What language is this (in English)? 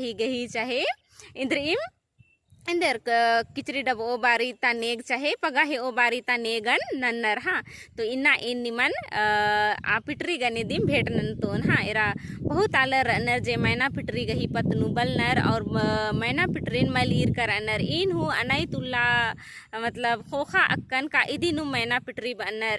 Kurukh